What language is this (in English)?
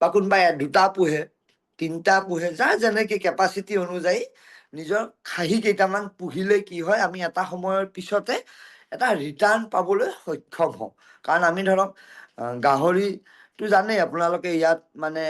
Assamese